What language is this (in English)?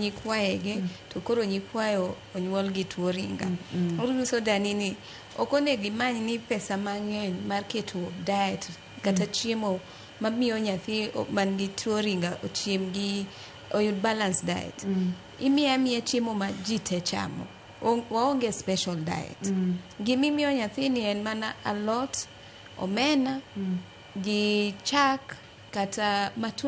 Luo (Kenya and Tanzania)